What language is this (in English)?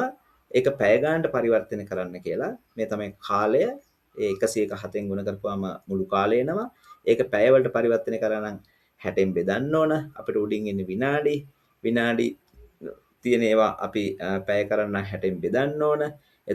Sinhala